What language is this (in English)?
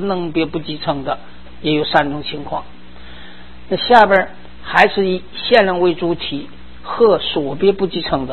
Chinese